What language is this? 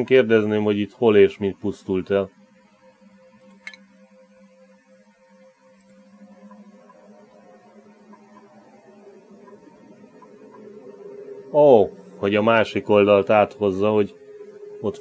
Hungarian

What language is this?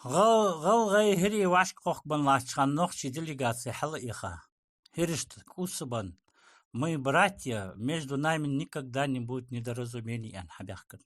Ingush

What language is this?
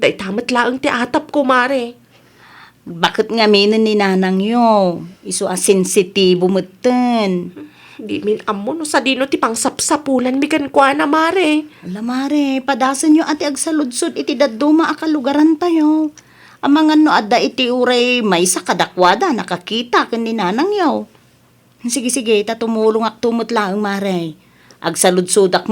Iloko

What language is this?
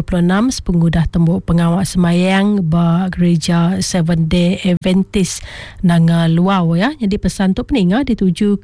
Iban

